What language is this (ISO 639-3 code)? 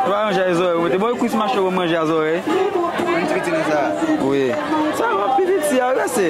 hat